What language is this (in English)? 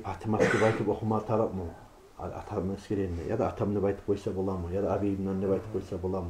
Kumyk